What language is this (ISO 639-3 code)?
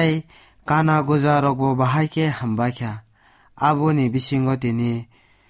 trp